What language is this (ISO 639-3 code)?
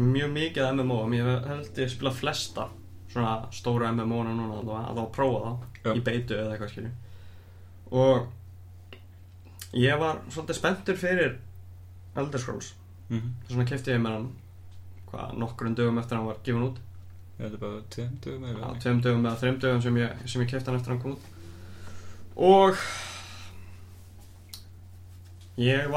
isl